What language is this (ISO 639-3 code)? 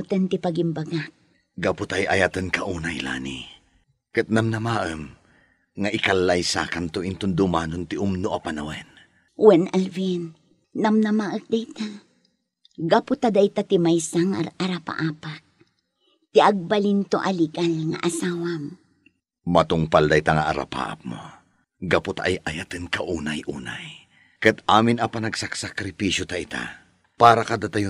ilo